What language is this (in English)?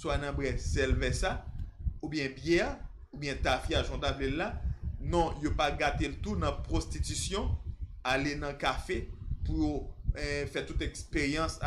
Haitian Creole